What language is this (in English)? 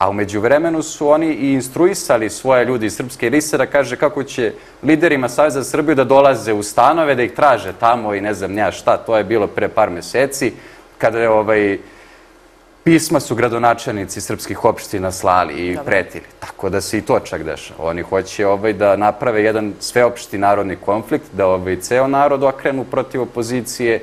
Serbian